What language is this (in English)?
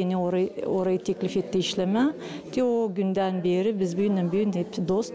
Gagauz